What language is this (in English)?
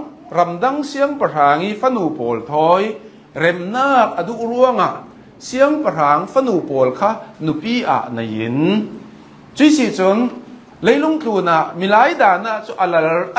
Hakha Chin